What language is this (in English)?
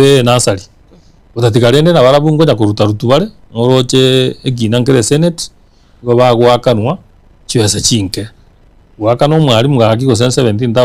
Gusii